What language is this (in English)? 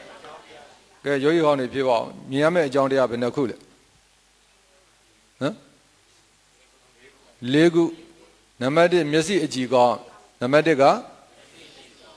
Burmese